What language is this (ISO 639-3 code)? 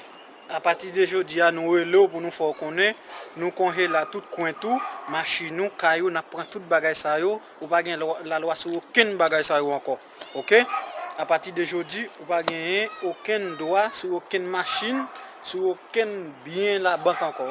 hat